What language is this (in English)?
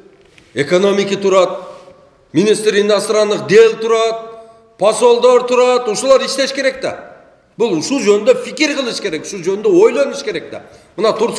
Kyrgyz